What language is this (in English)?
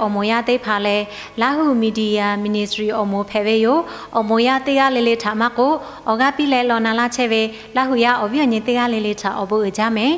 Lahu